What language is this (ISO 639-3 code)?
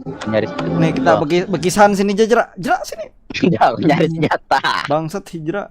bjn